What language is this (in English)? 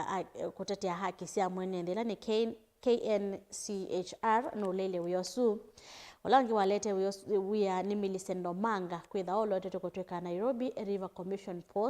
Kamba